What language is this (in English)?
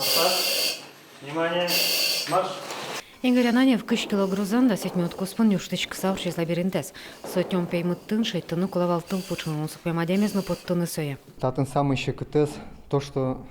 Udmurt